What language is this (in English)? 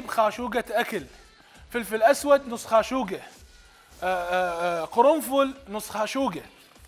Mesopotamian Arabic